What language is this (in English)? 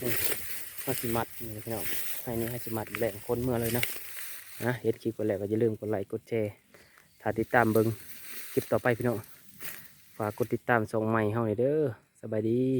Lao